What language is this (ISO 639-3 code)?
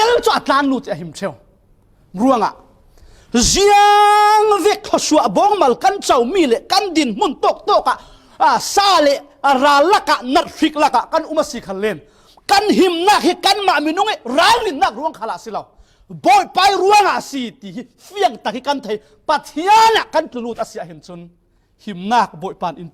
cfm